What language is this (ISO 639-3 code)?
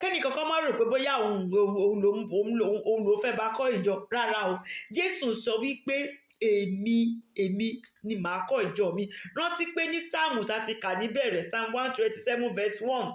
yor